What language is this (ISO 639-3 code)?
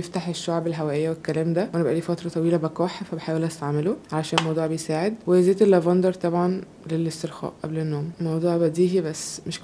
arz